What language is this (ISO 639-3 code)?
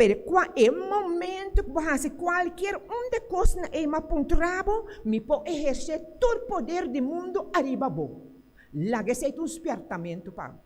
pap